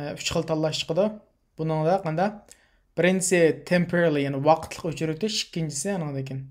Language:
Uyghur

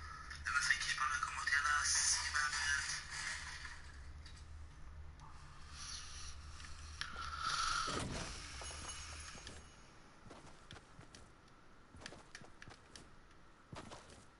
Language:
French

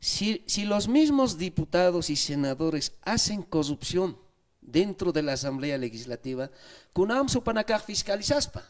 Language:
Aymara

